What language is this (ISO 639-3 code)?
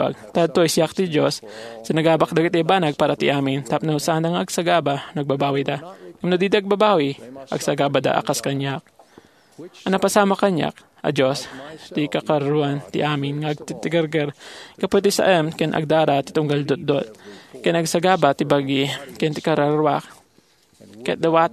ilo